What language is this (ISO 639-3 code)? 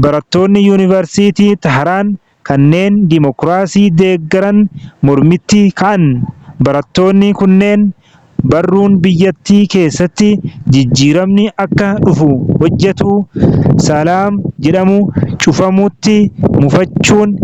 orm